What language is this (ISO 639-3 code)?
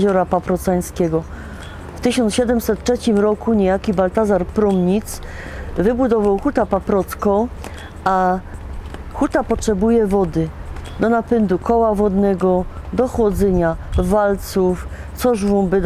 szl